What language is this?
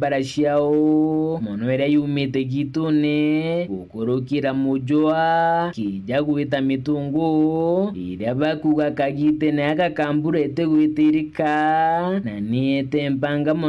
Meru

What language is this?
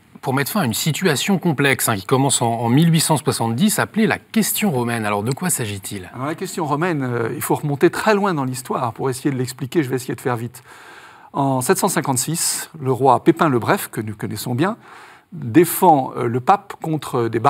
French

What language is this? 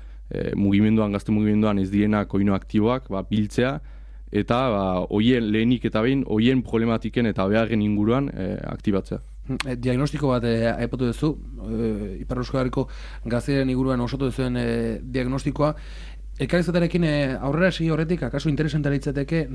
Basque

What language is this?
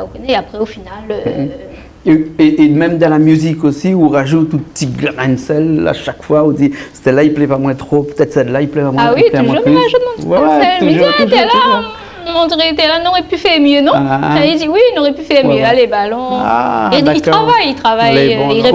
Réunion Creole French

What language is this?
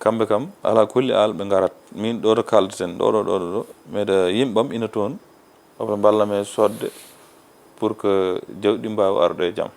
Fula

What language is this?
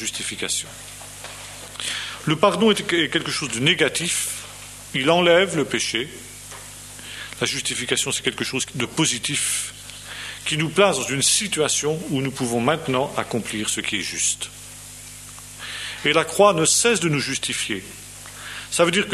French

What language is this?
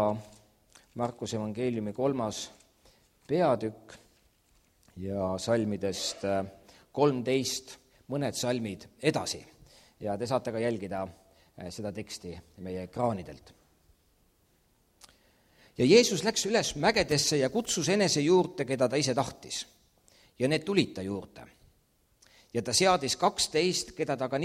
Estonian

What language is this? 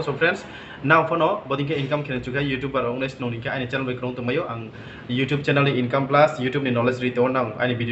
Riang (India)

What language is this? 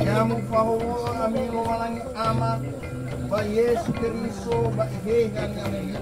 Nias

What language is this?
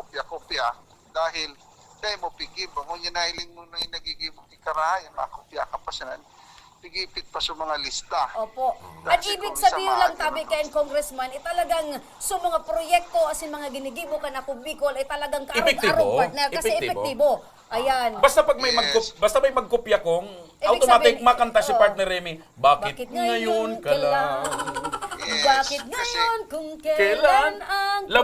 Bikol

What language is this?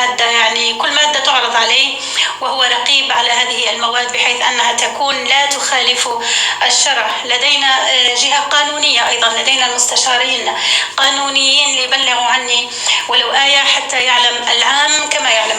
North Levantine Arabic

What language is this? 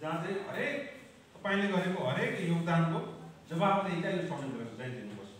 Nepali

